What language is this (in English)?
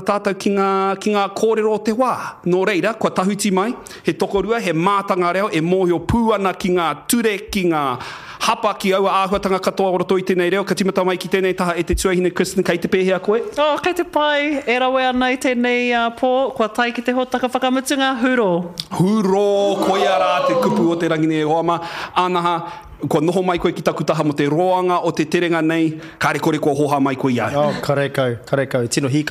Māori